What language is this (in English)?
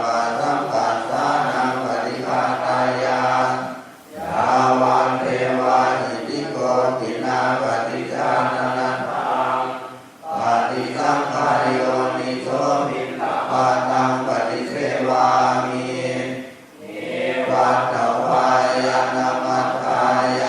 Pali